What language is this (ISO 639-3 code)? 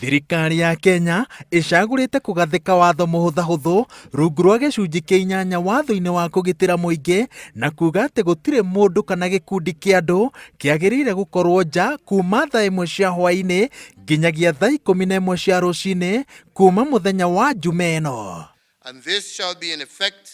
kik